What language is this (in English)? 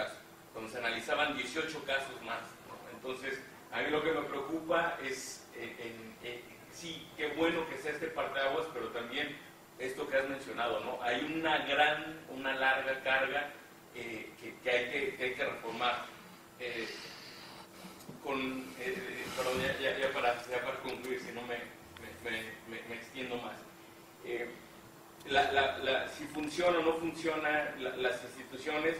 Spanish